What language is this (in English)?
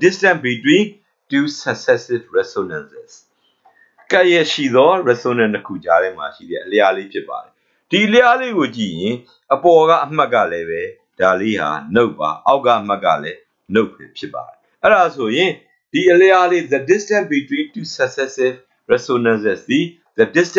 Burmese